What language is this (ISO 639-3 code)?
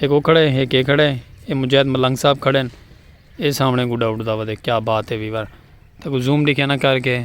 skr